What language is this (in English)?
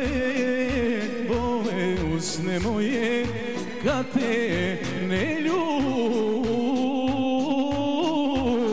Serbian